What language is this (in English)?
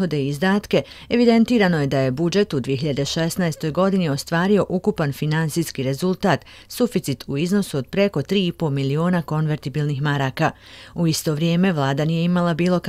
Bosnian